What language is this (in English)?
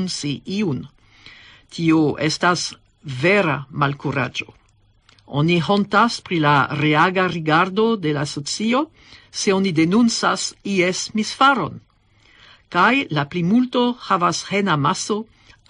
Esperanto